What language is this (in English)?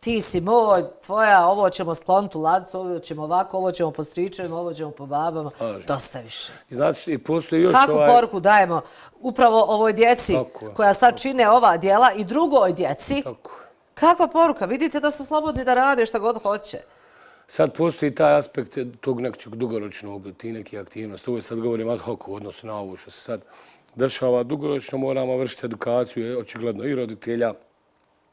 Bosnian